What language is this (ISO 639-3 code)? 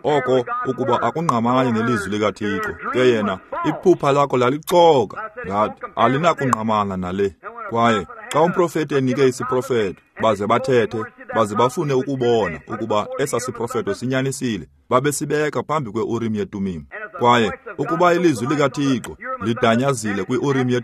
xho